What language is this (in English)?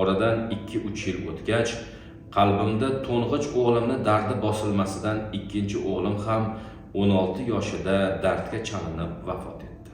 Uzbek